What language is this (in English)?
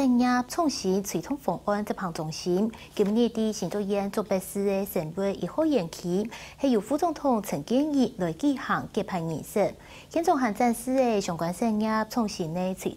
Hakka Chinese